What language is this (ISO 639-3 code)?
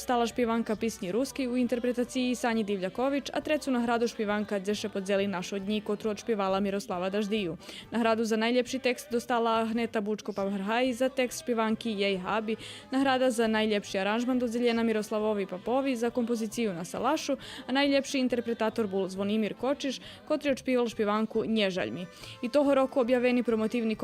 rue